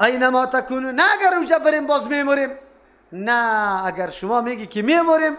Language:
Persian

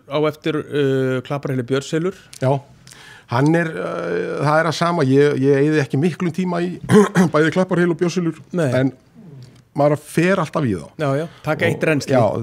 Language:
Icelandic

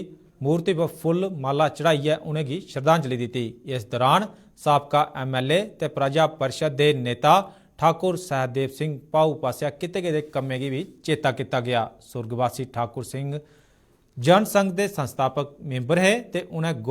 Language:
Dogri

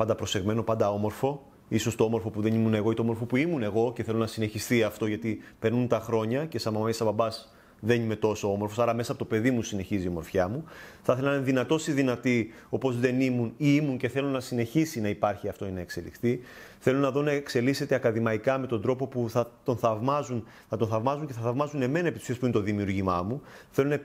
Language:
Greek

